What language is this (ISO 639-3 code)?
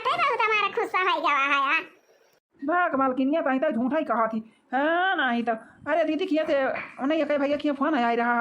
awa